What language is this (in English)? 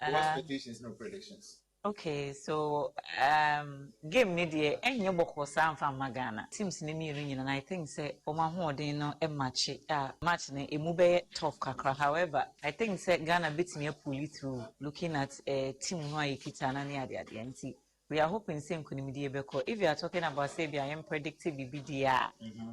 Akan